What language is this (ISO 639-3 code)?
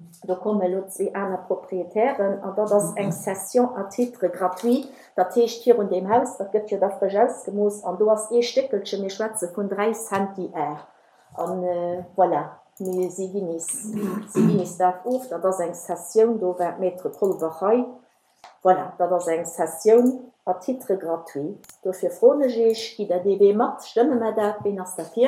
ltz